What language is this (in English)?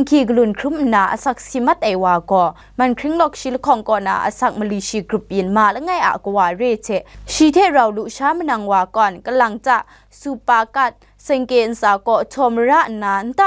Kachin